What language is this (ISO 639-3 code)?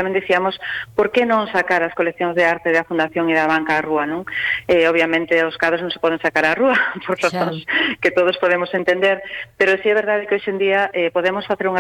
glg